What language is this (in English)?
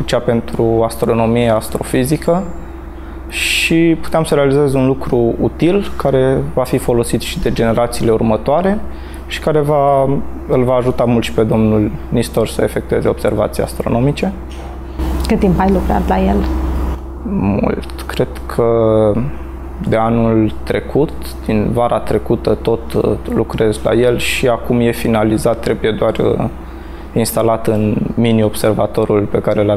Romanian